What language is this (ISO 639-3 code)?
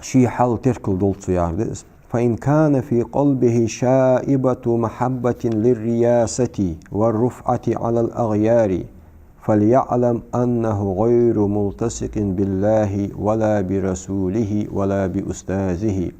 inh